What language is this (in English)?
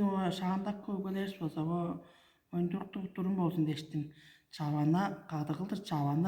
Tuvinian